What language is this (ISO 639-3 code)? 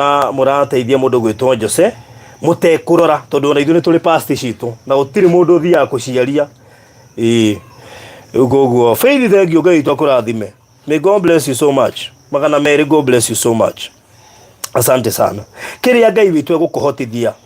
kik